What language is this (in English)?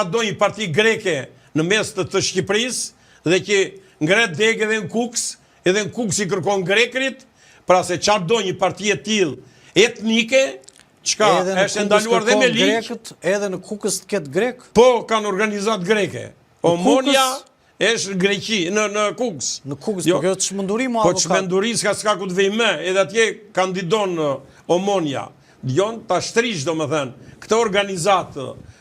Albanian